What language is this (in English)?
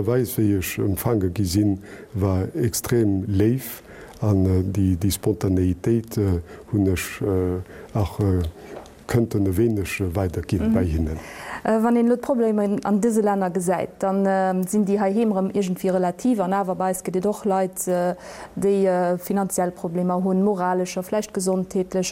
Luxembourgish